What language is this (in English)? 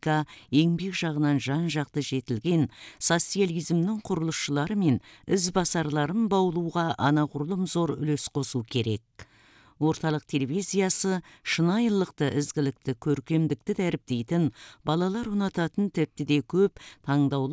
Kazakh